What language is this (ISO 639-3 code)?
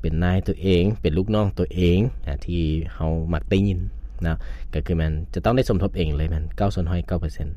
lao